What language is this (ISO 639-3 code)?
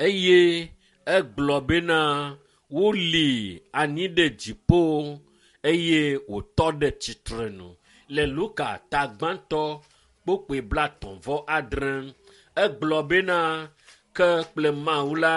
ewe